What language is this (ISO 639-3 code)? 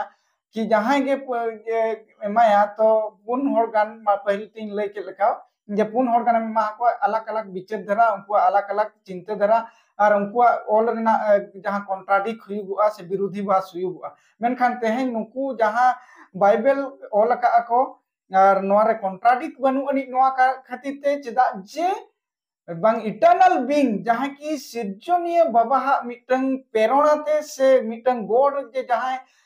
sat